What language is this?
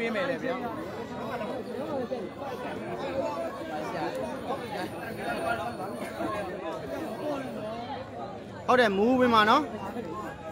Burmese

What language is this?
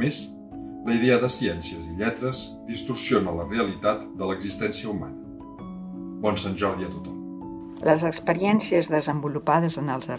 Catalan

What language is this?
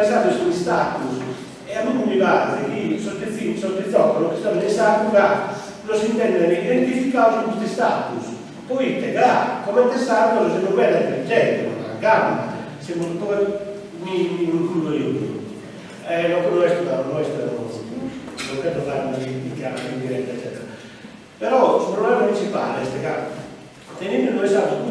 Sardinian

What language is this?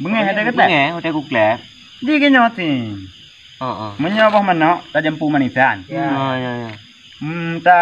Achinese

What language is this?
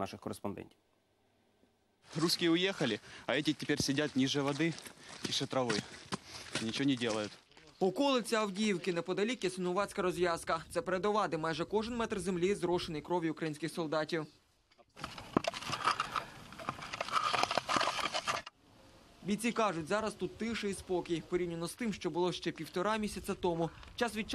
Ukrainian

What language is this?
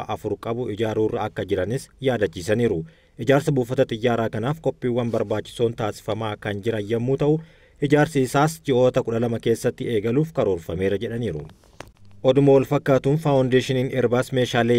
Oromo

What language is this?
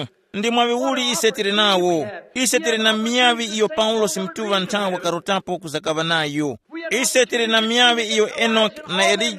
Tumbuka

